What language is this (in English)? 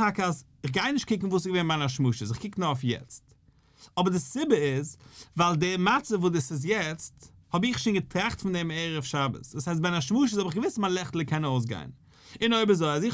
Yiddish